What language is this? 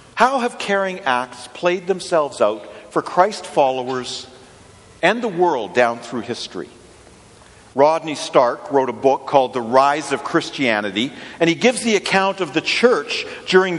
English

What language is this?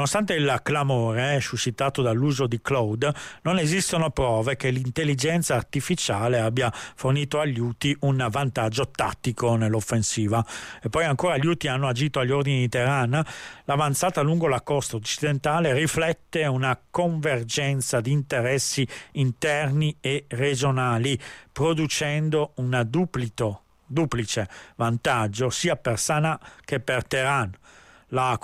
Italian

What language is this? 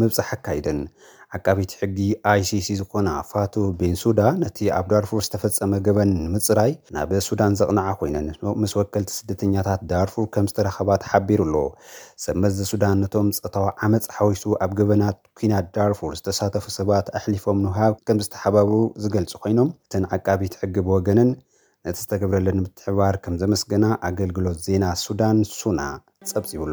Tigrinya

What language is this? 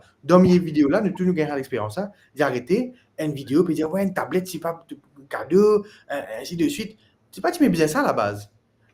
Morisyen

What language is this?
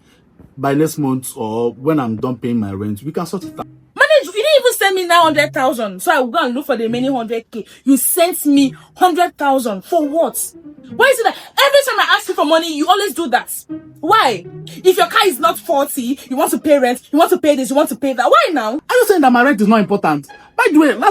Nigerian Pidgin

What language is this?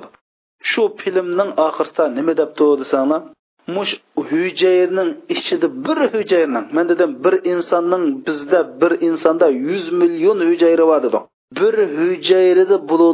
Uyghur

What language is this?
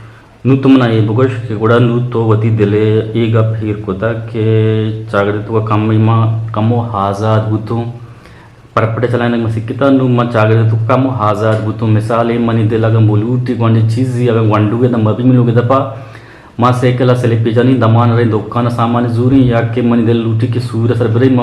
Eastern Balochi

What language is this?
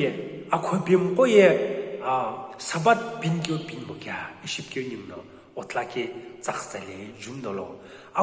Sumi Naga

